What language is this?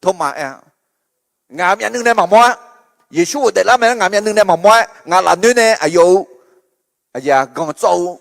Akha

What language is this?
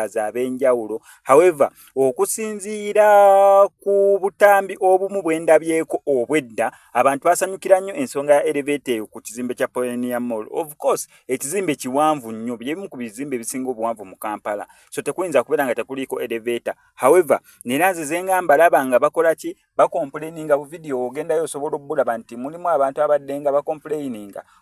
Ganda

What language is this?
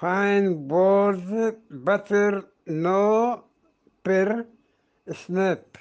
Eastern Balochi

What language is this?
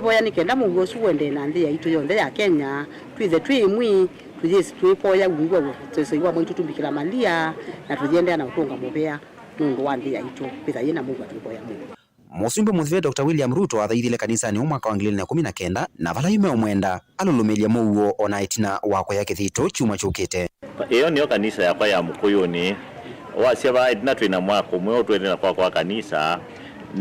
Kamba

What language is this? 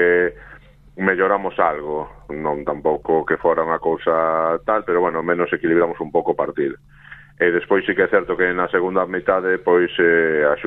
Galician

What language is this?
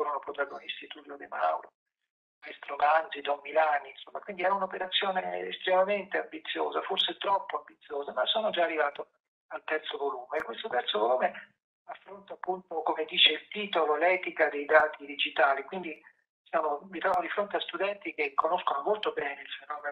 Italian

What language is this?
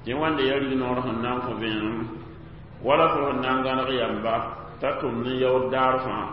Mossi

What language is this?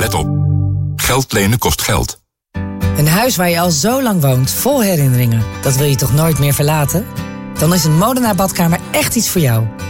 Dutch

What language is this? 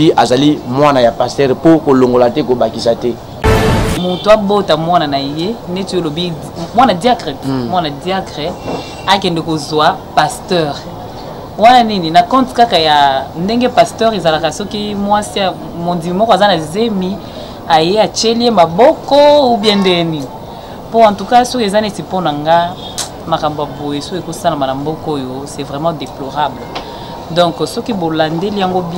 Lingala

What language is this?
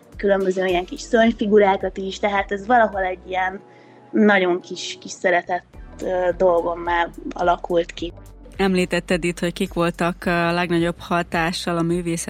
Hungarian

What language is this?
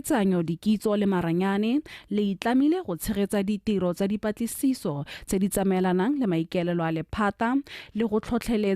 Tswana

